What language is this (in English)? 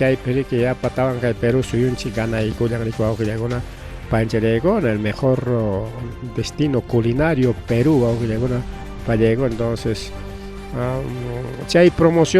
Ayacucho Quechua